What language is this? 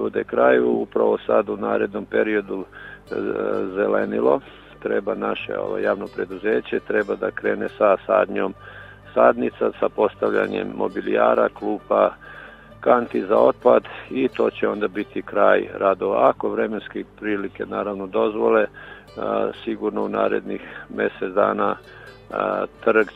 Serbian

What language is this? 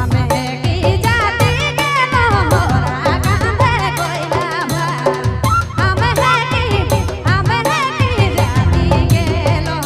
Sadri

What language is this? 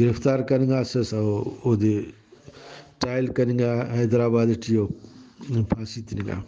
Brahui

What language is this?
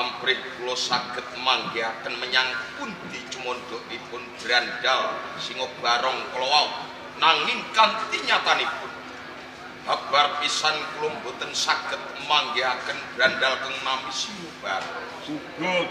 Javanese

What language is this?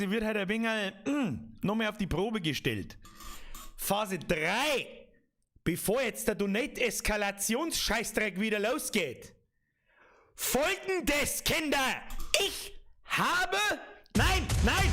Bavarian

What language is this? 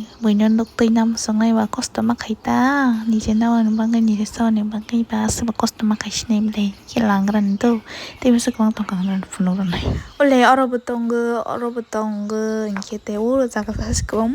Kok Borok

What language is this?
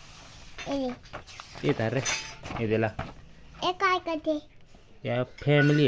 Chhattisgarhi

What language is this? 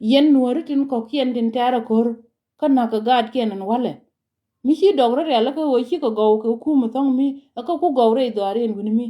Nuer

